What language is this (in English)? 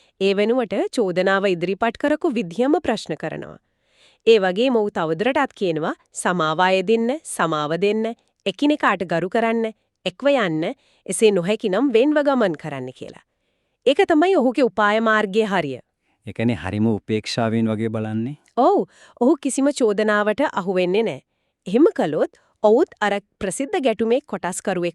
Sinhala